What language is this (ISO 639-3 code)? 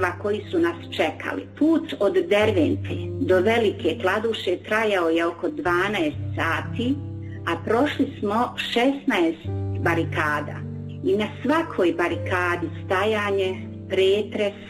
bos